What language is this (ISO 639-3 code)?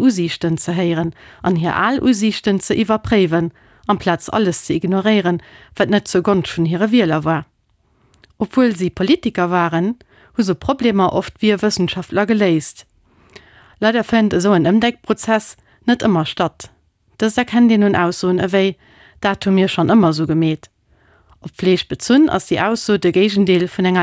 ltz